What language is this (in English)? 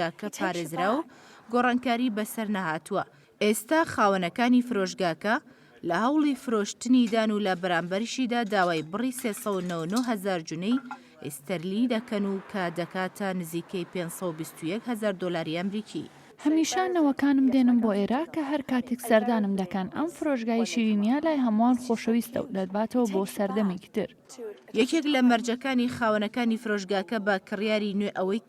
Central Kurdish